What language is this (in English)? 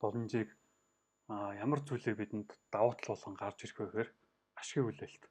Mongolian